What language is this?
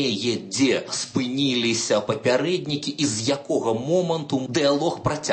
Belarusian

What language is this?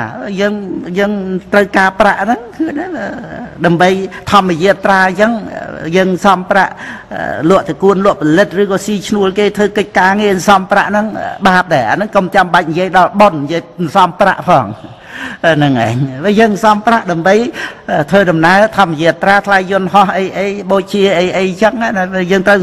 Khmer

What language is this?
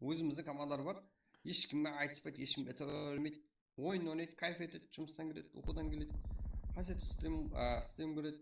Kara-Kalpak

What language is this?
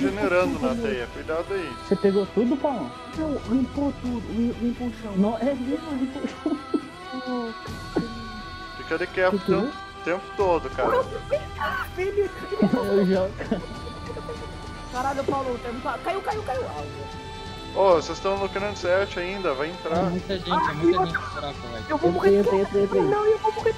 Portuguese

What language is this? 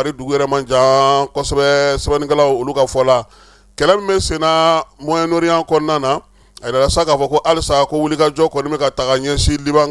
Bambara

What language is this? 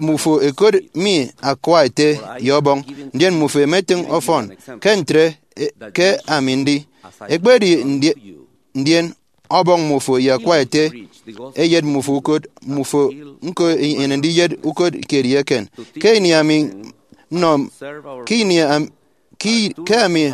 Efik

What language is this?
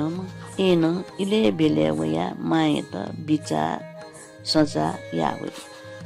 Newari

